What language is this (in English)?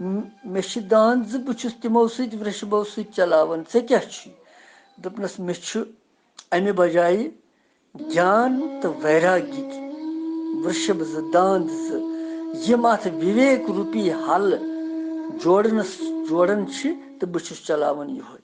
Kashmiri